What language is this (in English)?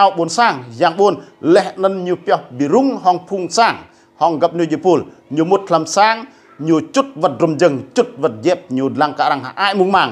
Rade